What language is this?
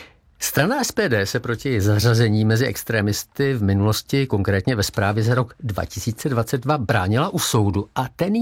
Czech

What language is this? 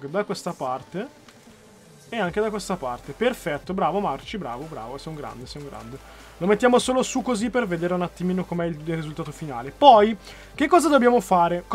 Italian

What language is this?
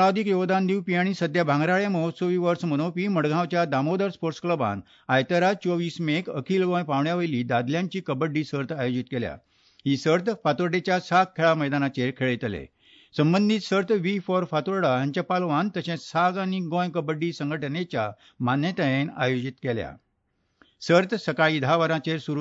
Konkani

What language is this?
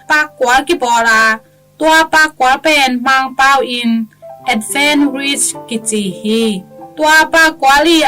Tedim Chin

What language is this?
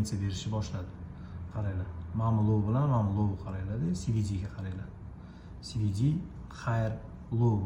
Uzbek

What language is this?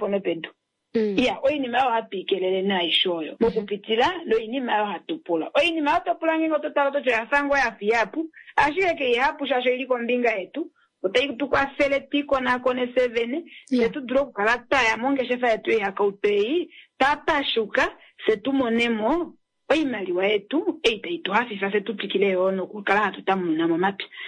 Kuanyama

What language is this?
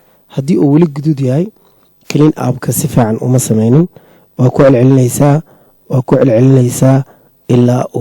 Somali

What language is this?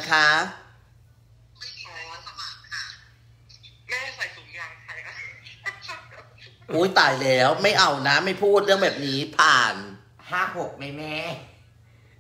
Thai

